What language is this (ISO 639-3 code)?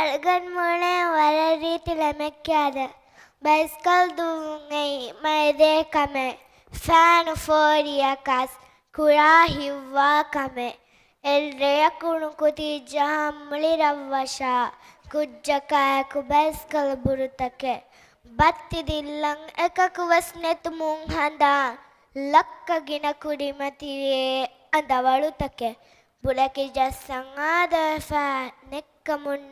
div